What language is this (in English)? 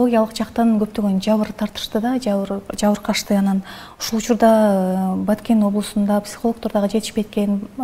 Kyrgyz